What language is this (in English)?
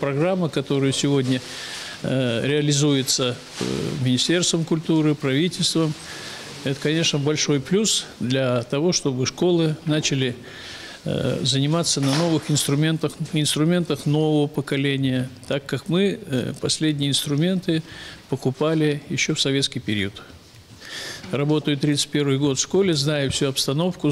Russian